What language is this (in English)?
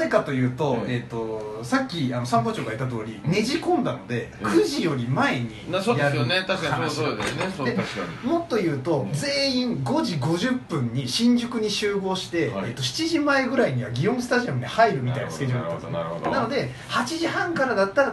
Japanese